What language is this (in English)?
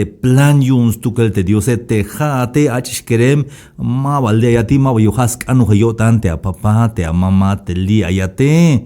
Tzeltal